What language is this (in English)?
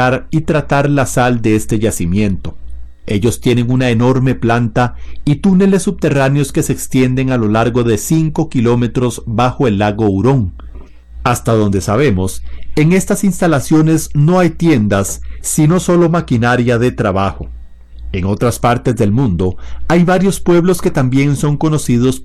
Spanish